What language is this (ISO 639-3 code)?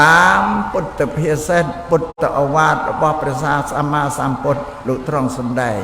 khm